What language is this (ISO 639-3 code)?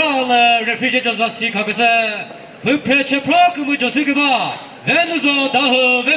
nri